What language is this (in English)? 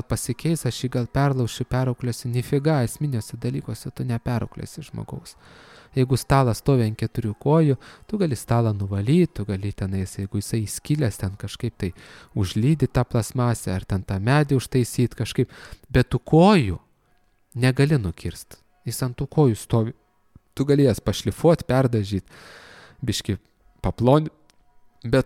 Lithuanian